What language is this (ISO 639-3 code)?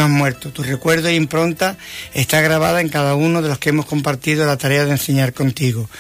spa